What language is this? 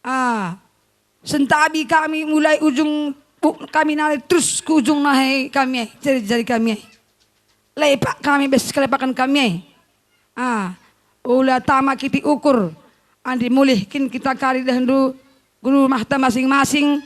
Batak Karo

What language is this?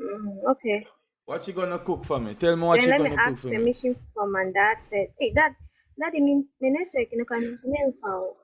Jamaican Creole English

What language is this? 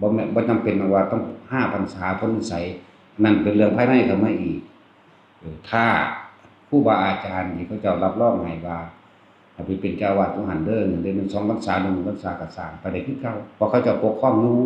Northeastern Thai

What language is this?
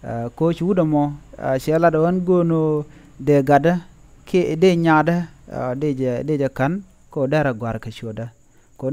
Nuer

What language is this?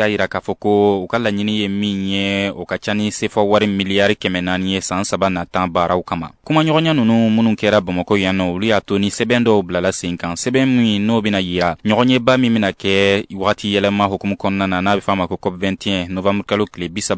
Bambara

